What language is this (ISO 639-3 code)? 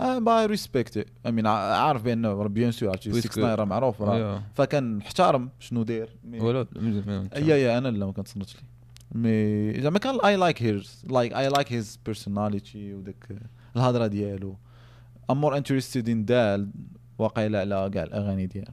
ary